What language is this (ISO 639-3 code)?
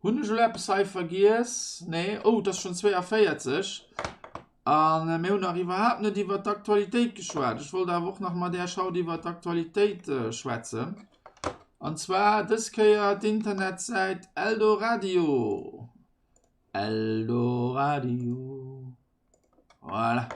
ltz